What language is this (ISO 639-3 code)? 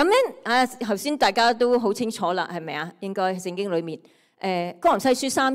yue